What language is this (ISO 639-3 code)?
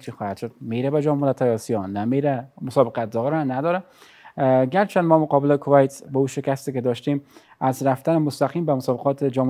fas